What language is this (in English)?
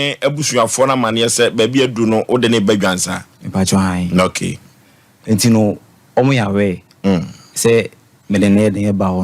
Akan